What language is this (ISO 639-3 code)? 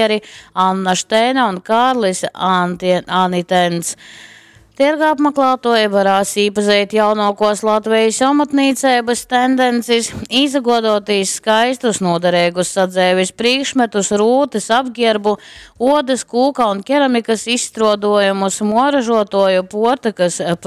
ltg